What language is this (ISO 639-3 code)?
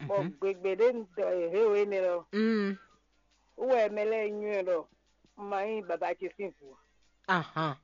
fon